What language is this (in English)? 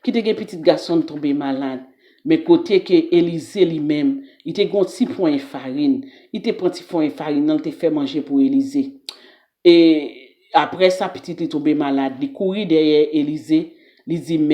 Haitian Creole